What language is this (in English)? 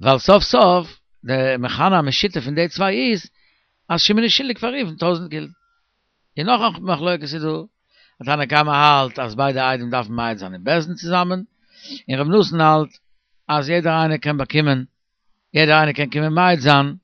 Yiddish